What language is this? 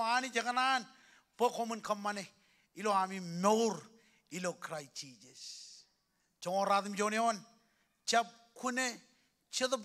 Marshallese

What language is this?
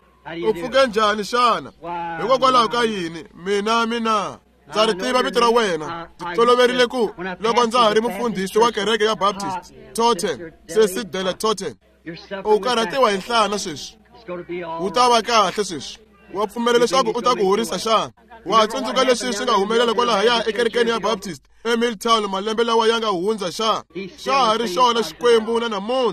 Tsonga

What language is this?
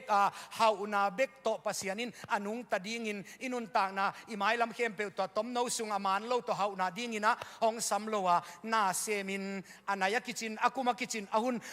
Tedim Chin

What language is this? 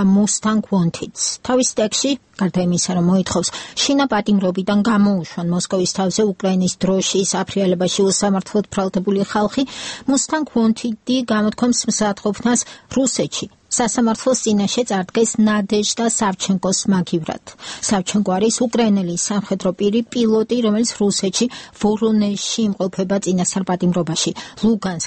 Georgian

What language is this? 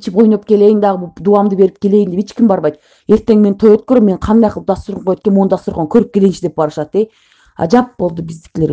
Kyrgyz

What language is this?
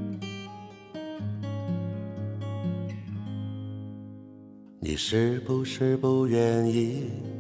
Chinese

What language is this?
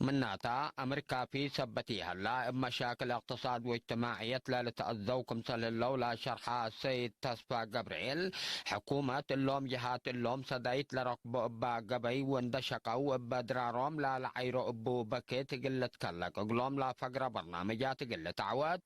Tigre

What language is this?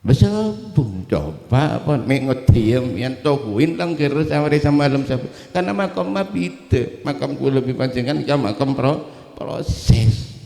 Madurese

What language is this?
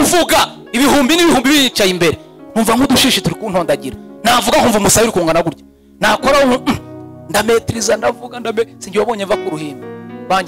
Kinyarwanda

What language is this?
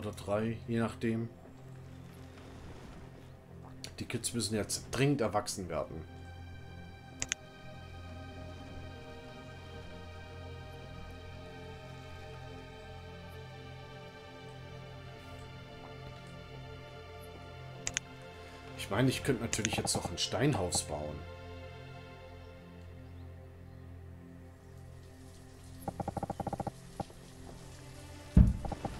German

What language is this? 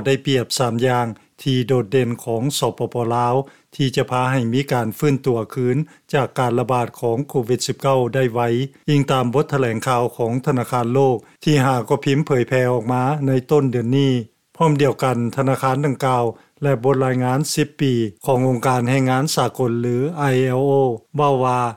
Lao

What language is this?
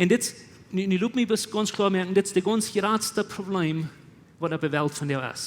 Plautdietsch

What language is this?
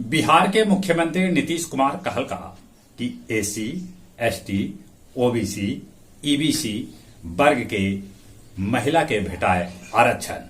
Magahi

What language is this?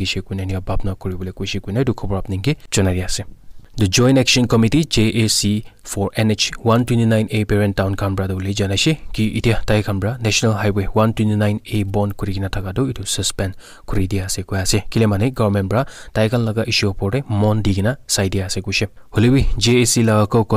Naga Pidgin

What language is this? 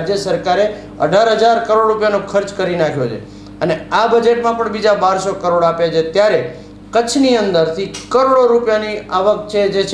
Gujarati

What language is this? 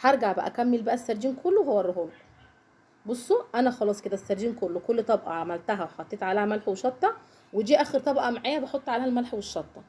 Egyptian Arabic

